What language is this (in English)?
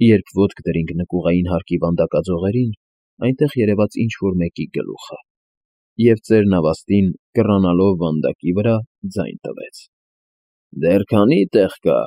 Armenian